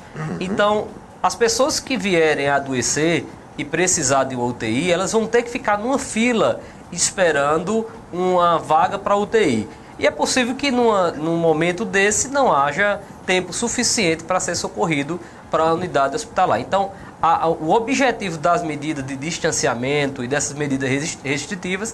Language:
Portuguese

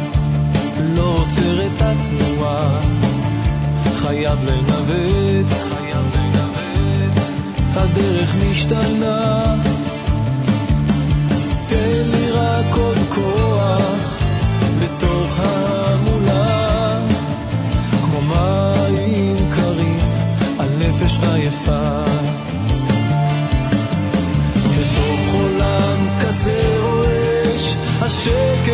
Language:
Hebrew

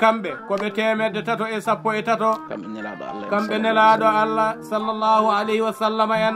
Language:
Fula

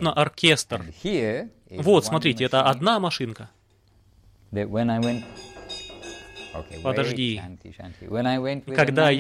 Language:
Russian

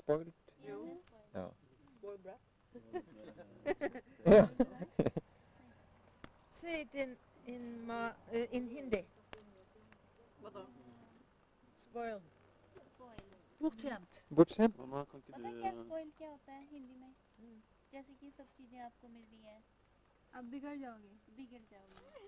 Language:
Norwegian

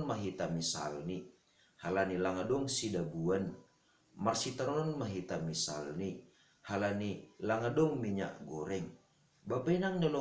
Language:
Batak Simalungun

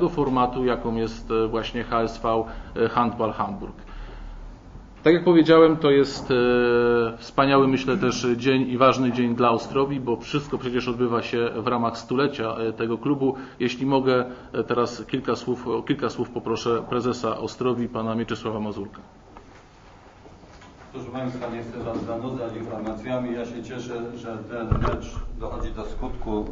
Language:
Polish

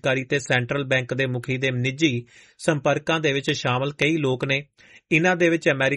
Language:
Punjabi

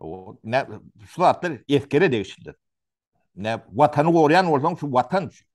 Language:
Turkmen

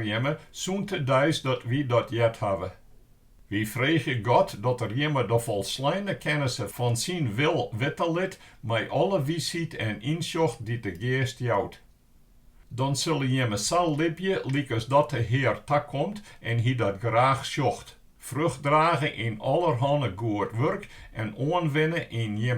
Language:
Western Frisian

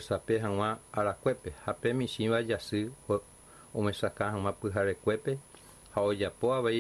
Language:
Guarani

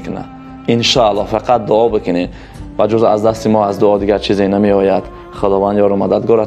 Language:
Tajik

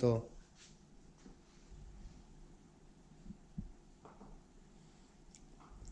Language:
Czech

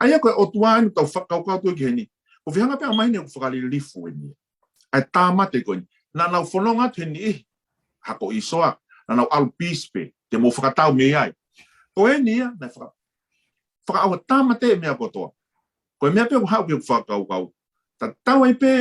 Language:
Tongan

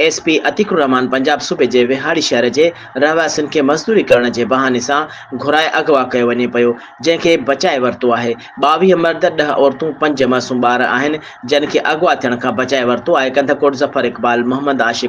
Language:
Sindhi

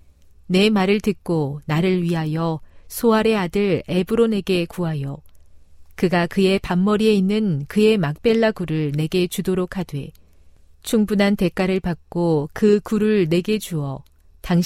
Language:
Korean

